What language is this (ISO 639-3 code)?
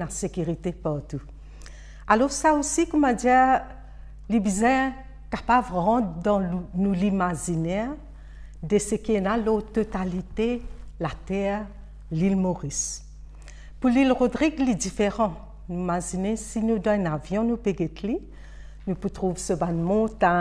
mfe